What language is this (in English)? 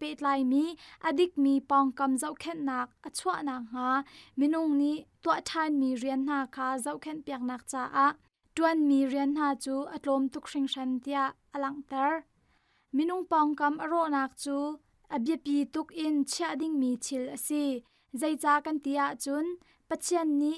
Hakha Chin